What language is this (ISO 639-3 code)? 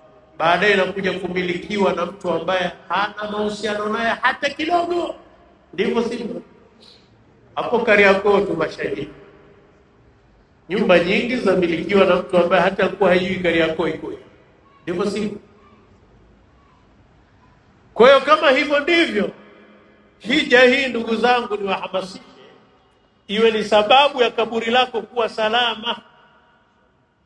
swa